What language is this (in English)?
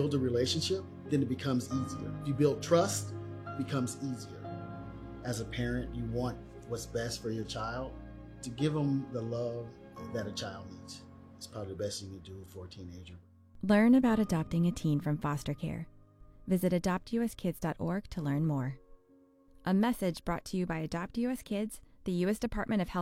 English